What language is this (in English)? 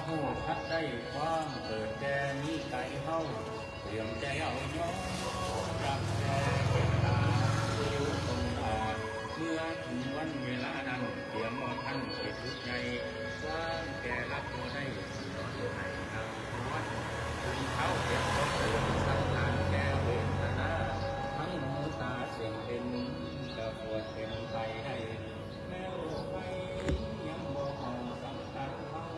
Northeastern Thai